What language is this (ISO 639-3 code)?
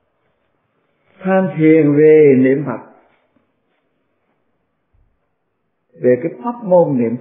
vie